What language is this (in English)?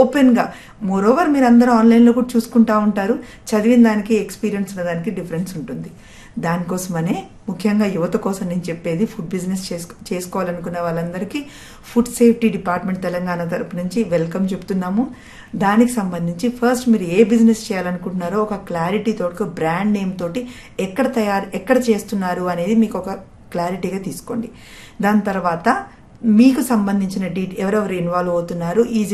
Telugu